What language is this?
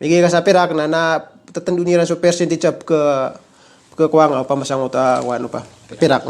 Maranao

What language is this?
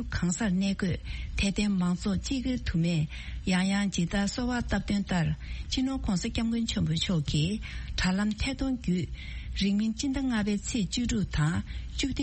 Tibetan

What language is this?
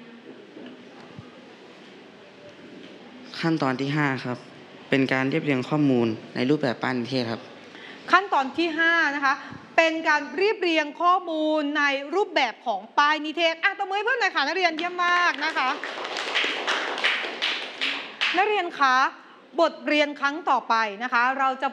Thai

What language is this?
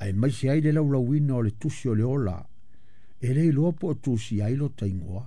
Samoan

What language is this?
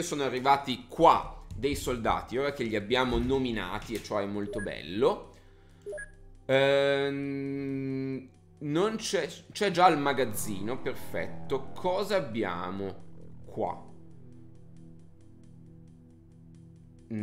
Italian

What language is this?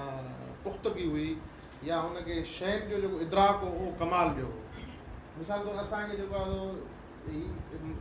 Sindhi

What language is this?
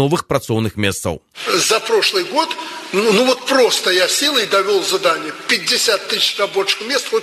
Belarusian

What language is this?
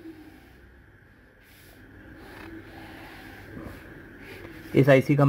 Hindi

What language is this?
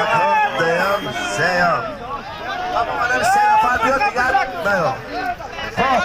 Tajik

